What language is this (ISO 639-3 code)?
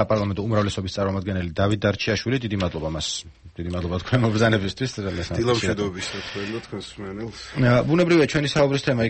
kat